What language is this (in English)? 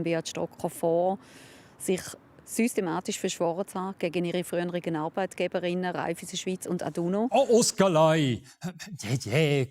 Romansh